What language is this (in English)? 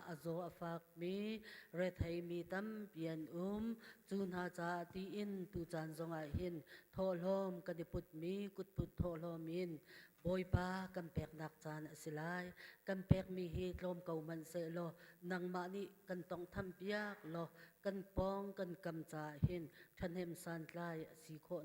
Hakha Chin